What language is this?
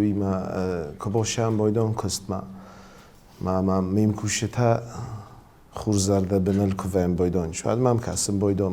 Ossetic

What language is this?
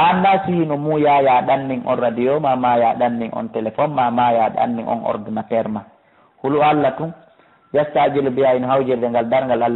Fula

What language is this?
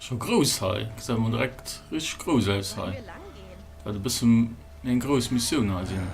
Luxembourgish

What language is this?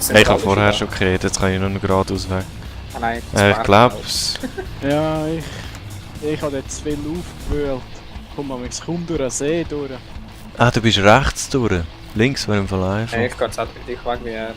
Swiss German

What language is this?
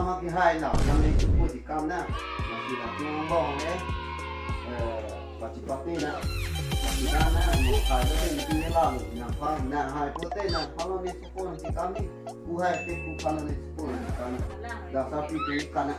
Karbi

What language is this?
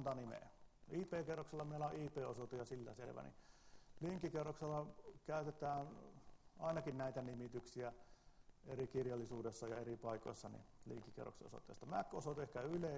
Finnish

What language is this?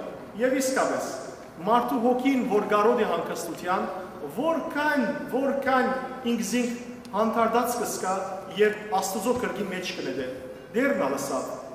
Western Armenian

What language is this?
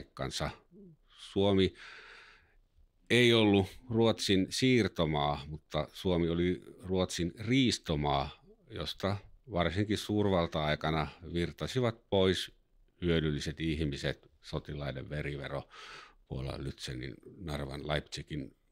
Finnish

